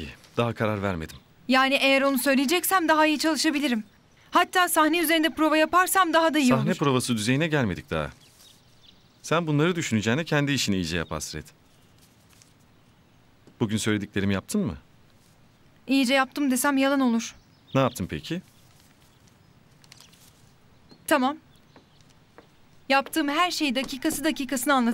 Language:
Turkish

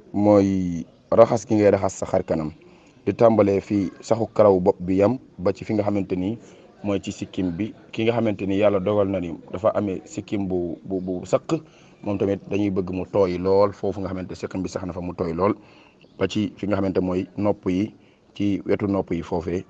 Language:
Wolof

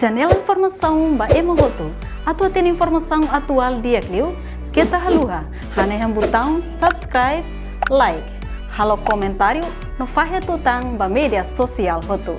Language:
Tetum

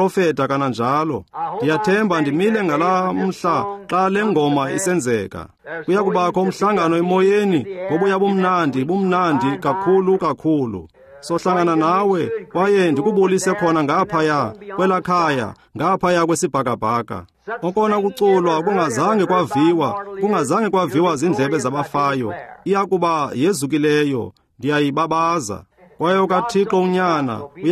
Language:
Xhosa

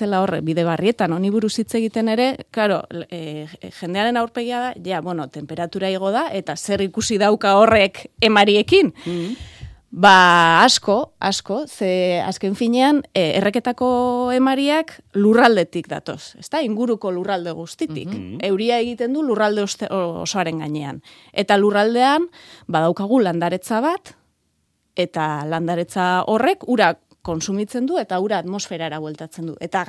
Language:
Basque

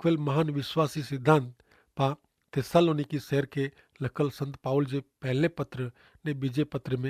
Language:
Kachhi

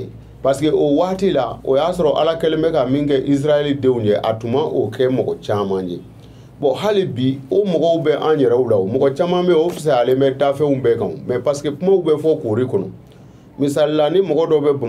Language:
Bambara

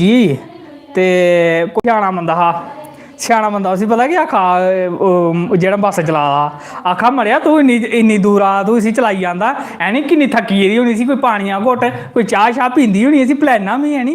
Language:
Dogri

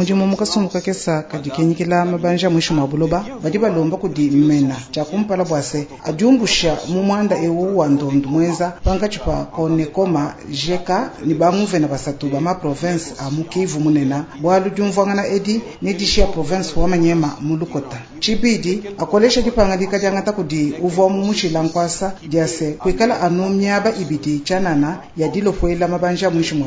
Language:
Luba-Lulua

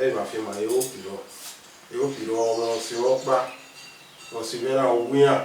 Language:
Bini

